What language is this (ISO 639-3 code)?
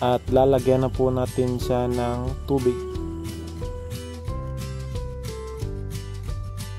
fil